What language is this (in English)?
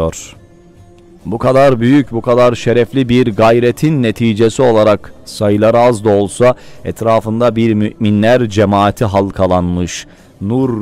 Turkish